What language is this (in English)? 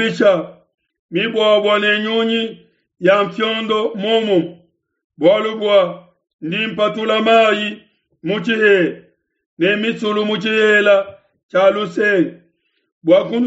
Luba-Lulua